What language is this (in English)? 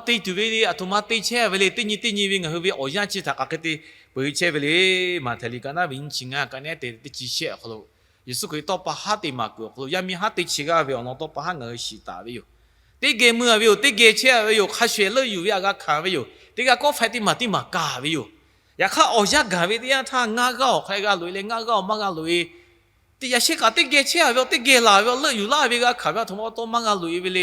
Lahu